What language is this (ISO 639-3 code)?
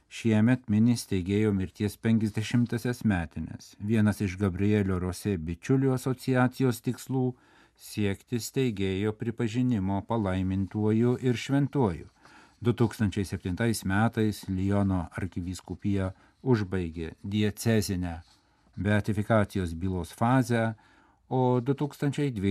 lit